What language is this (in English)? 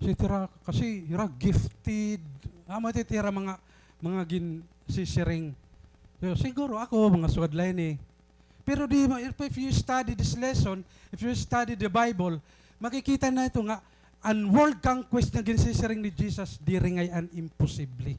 Waray